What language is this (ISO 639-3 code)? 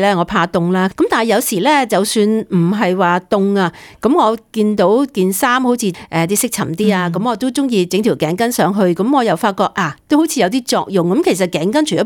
yue